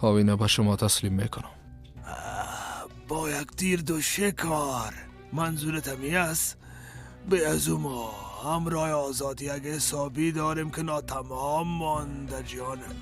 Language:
Persian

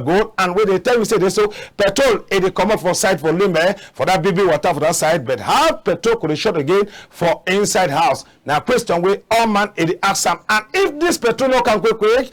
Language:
Cameroon Pidgin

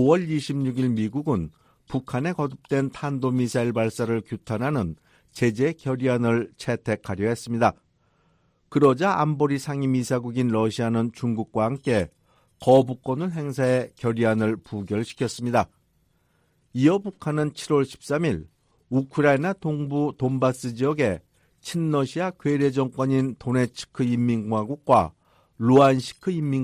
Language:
Korean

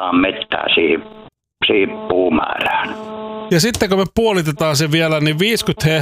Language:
Finnish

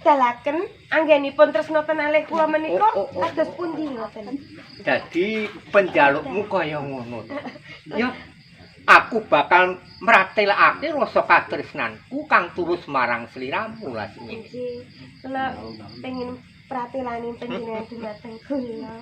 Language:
Javanese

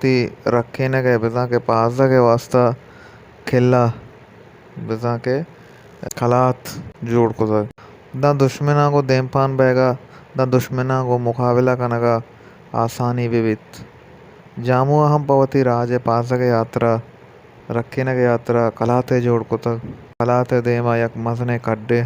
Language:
Baluchi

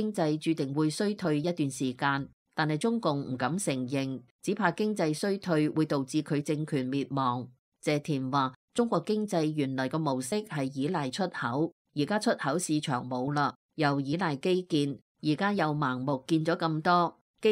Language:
Cantonese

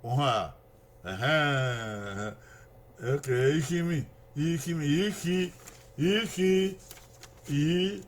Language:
Bini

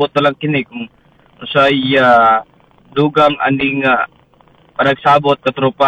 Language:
Cebuano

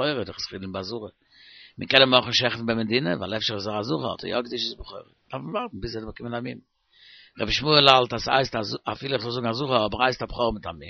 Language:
Yiddish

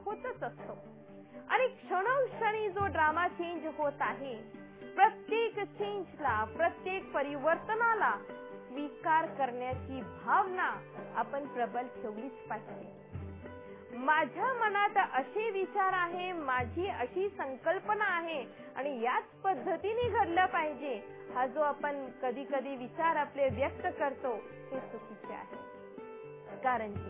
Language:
Marathi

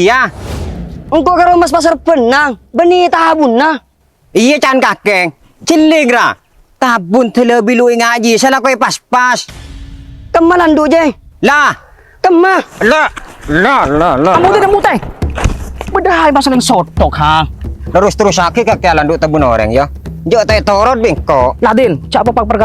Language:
Madurese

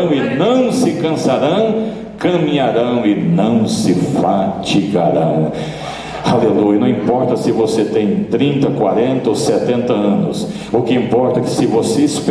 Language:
Portuguese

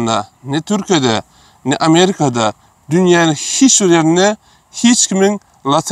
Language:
Turkmen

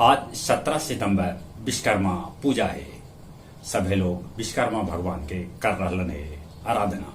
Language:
Magahi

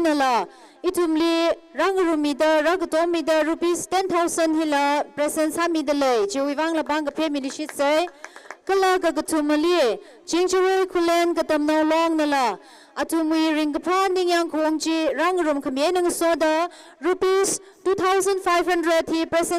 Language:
Tangkhul Naga (India)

